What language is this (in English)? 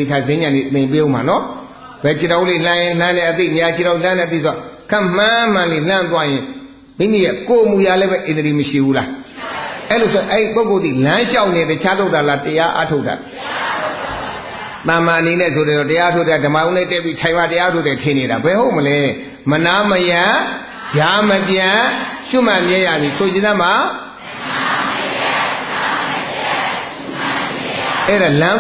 Burmese